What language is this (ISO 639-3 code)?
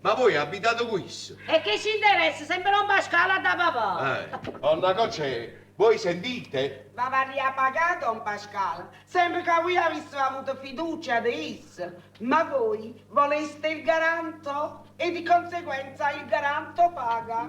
nap